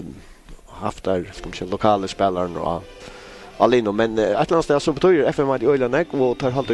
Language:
Faroese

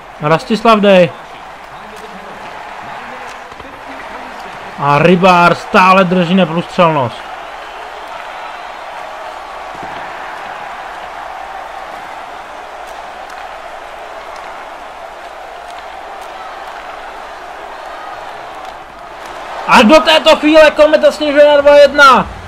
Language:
Czech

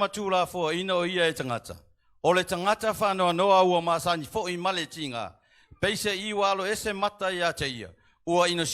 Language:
Samoan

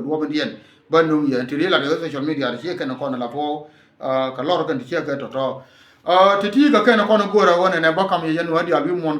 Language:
Nuer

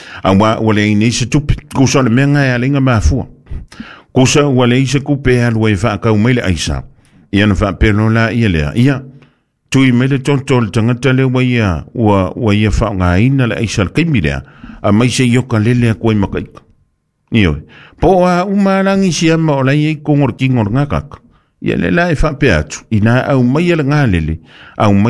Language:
Samoan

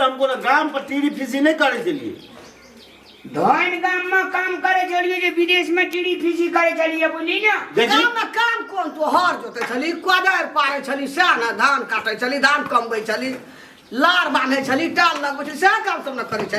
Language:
Maithili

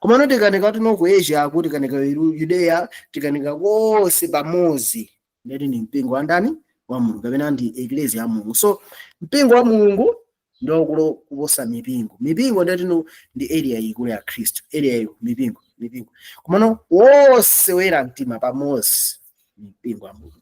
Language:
Nyanja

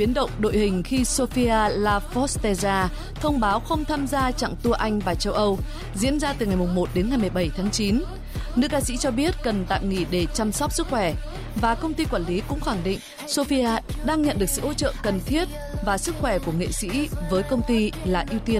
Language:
Vietnamese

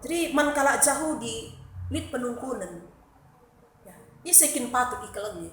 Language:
Batak Karo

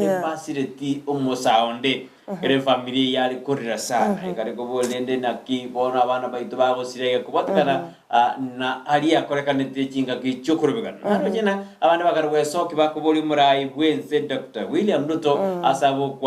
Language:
Gusii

